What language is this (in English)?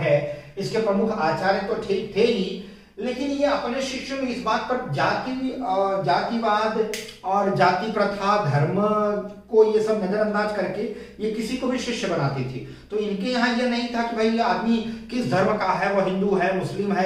Hindi